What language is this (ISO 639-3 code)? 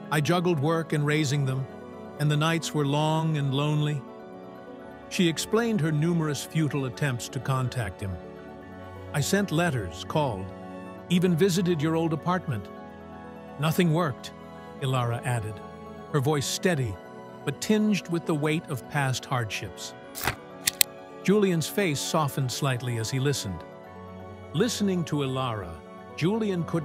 eng